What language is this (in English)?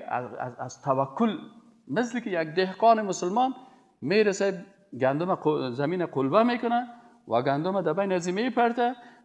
Persian